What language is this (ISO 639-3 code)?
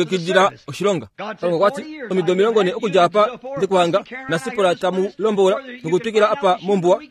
kua